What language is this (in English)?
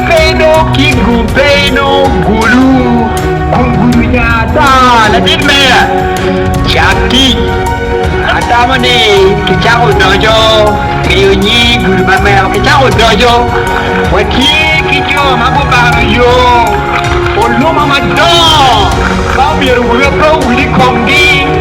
Acoli